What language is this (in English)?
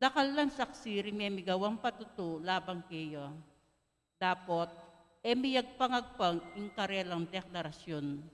Pampanga